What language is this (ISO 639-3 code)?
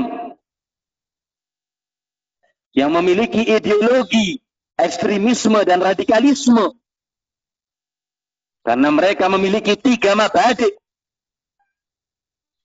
ind